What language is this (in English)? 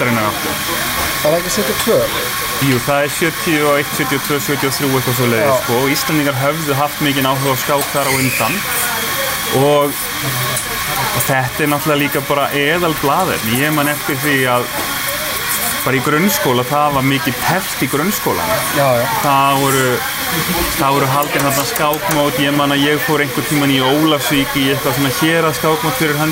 Icelandic